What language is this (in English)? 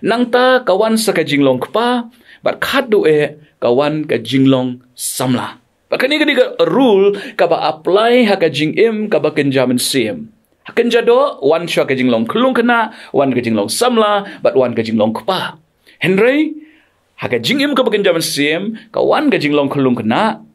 Khasi